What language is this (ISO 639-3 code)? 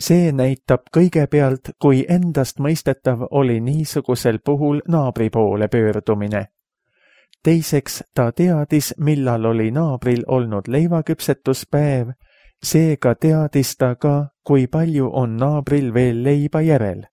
est